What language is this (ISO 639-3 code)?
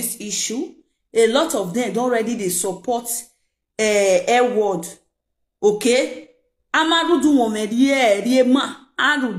pcm